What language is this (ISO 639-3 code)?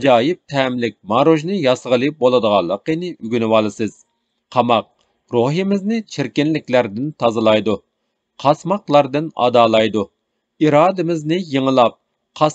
uig